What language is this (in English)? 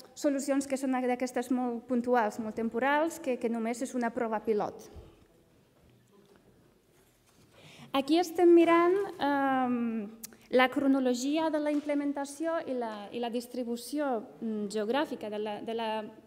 Catalan